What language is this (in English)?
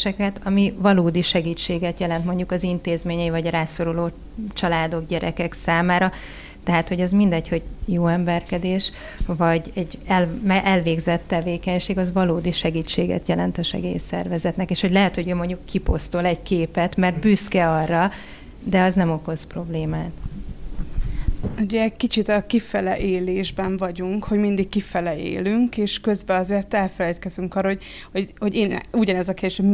Hungarian